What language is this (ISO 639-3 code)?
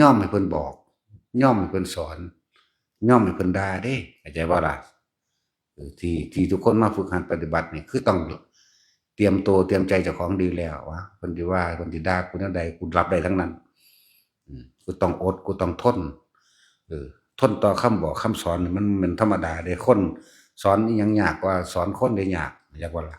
tts